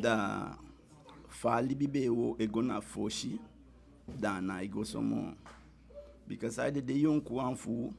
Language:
Eastern Maroon Creole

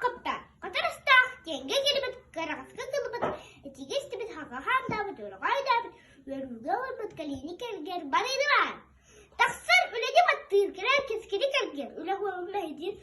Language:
Yakut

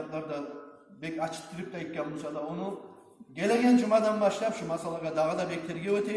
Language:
Kumyk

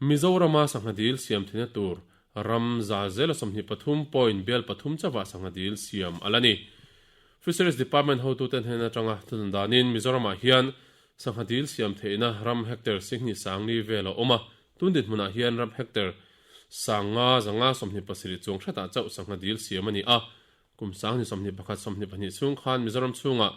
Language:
Mizo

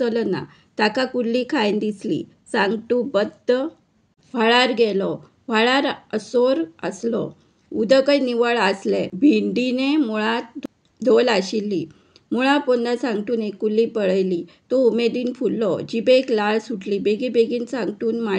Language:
Konkani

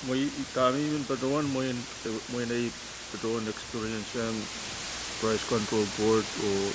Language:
Pohnpeian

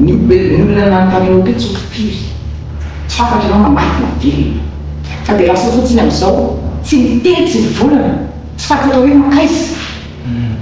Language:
Malagasy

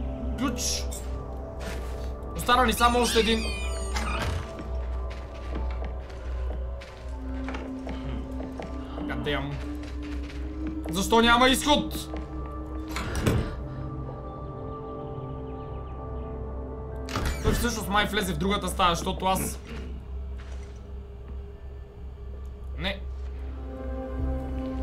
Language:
Bulgarian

